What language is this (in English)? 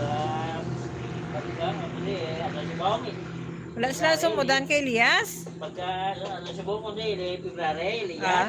Hiligaynon